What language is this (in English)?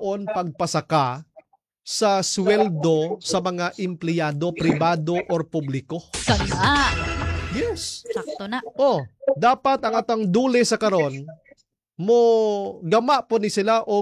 Cebuano